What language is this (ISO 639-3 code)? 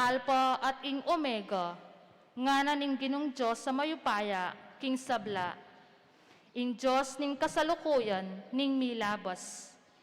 pam